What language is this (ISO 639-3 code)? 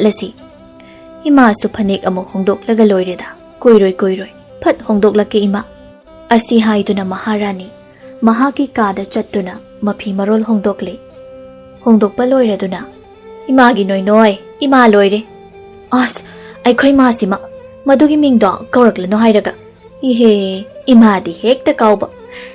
mni